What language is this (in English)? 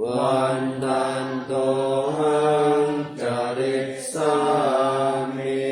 Pali